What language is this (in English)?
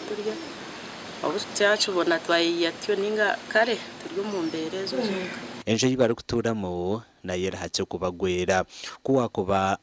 Nyankole